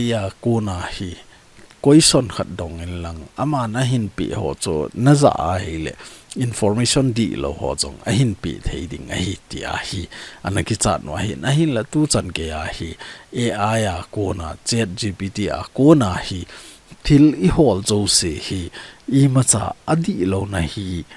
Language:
Thado Chin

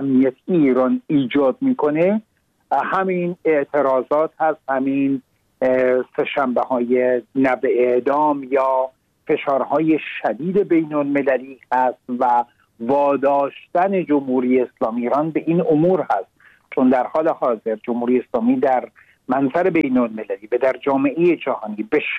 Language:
Persian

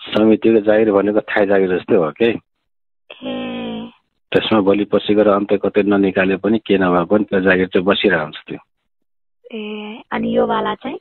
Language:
Nepali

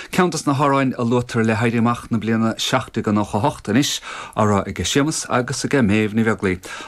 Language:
Irish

